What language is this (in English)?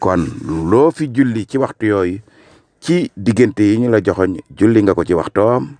Wolof